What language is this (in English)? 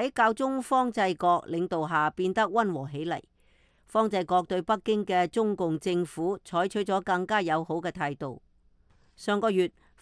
Cantonese